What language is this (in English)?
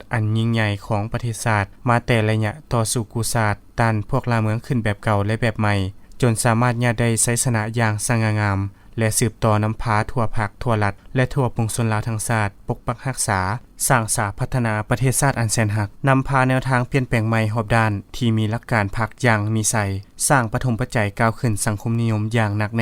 Lao